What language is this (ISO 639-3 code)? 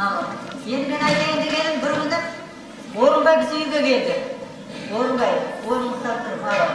kaa